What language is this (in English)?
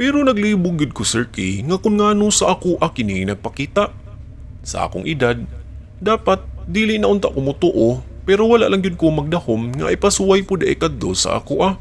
Cebuano